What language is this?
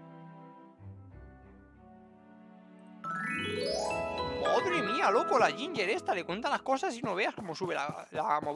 Spanish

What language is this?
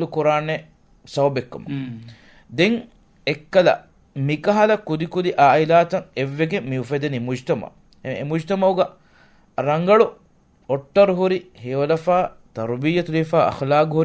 Divehi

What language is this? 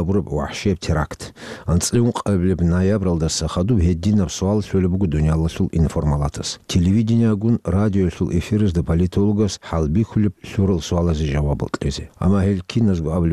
Avaric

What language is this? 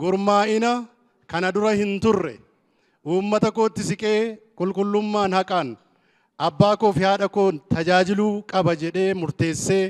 Oromo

